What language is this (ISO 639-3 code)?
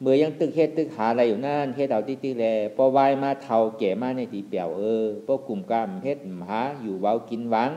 shn